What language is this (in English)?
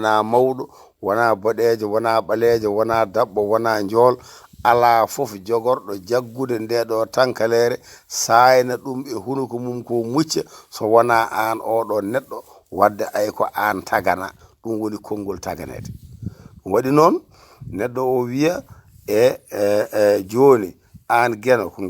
Fula